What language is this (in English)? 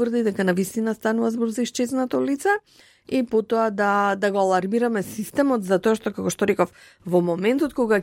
Macedonian